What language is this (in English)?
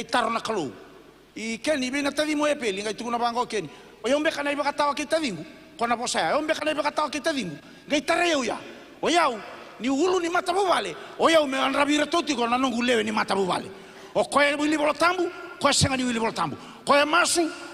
Fijian